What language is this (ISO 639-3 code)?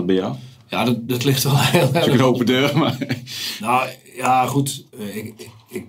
nld